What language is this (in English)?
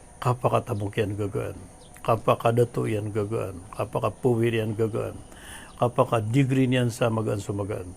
Maranao